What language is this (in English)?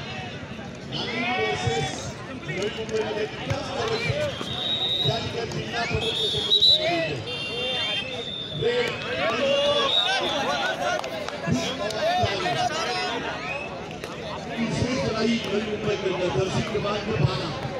Marathi